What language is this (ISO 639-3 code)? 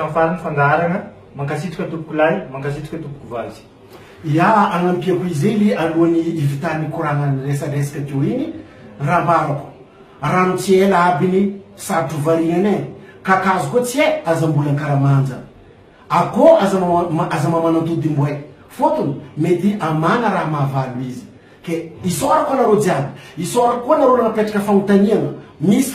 mlg